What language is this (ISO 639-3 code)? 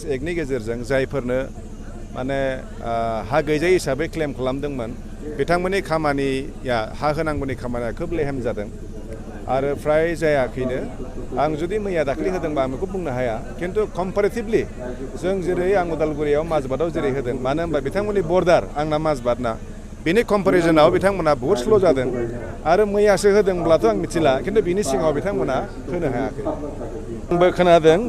brx